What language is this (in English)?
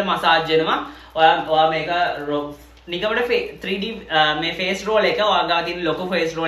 Sinhala